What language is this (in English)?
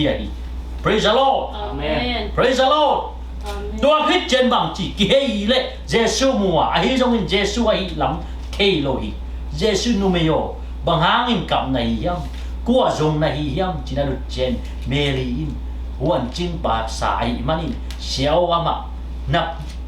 Tedim Chin